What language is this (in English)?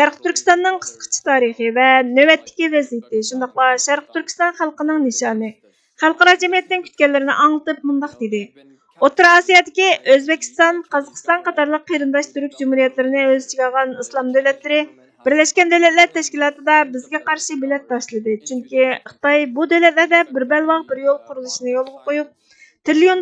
Uyghur